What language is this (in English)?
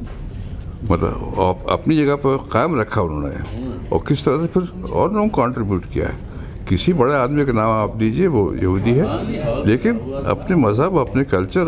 Hindi